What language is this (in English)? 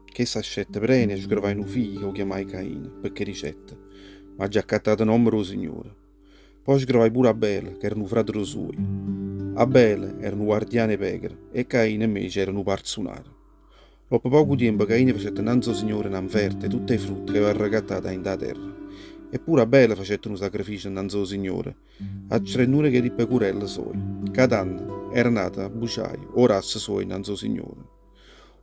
Neapolitan